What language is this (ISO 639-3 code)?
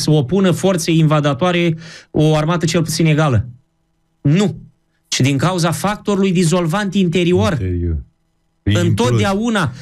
ron